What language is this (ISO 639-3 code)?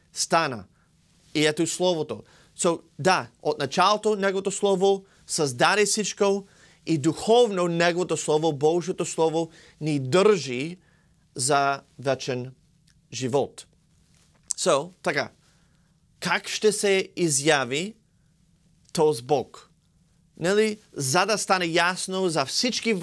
bul